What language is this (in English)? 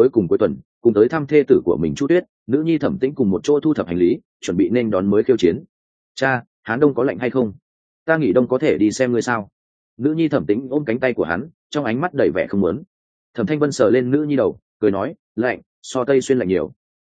Vietnamese